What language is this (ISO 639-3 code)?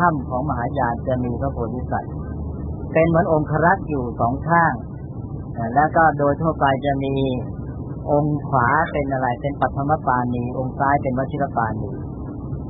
tha